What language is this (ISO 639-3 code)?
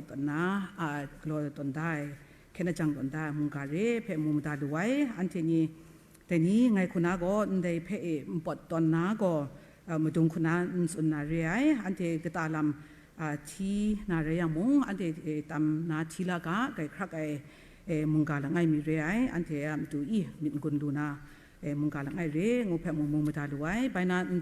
kac